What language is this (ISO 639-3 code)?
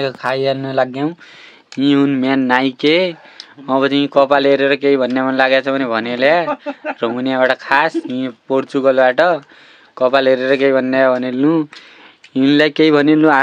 nep